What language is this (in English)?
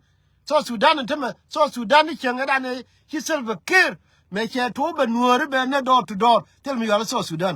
Nuer